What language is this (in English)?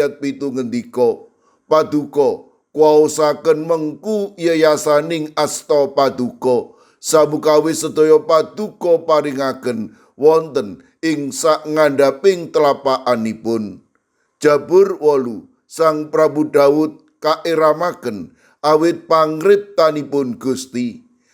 Javanese